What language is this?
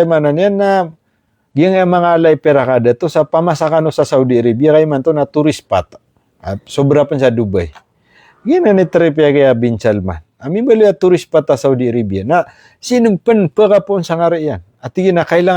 Maranao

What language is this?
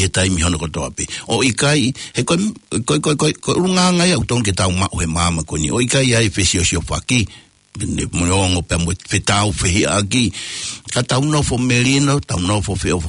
Tongan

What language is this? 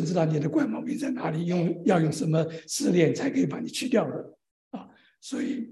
Chinese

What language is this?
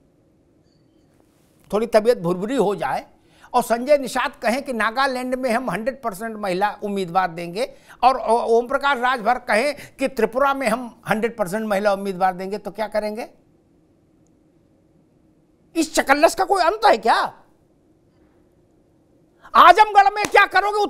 Hindi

